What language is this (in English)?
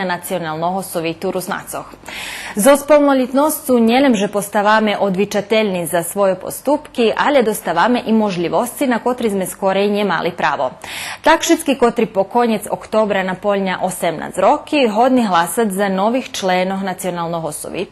Rusyn